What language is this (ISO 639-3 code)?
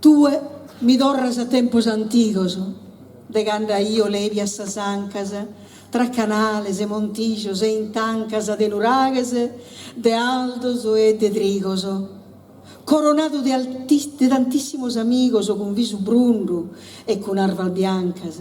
srd